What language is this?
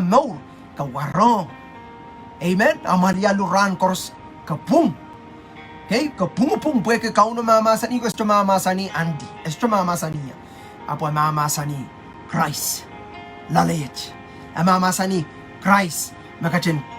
Pohnpeian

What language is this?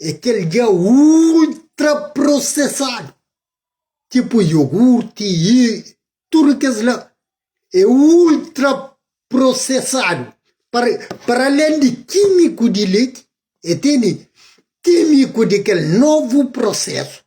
Kabuverdianu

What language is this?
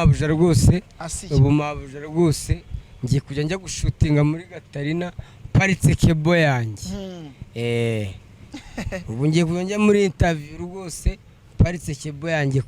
Kinyarwanda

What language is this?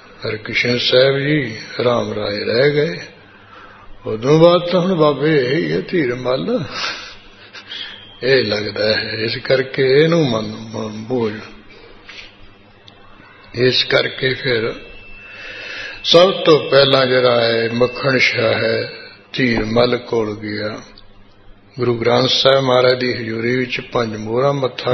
Punjabi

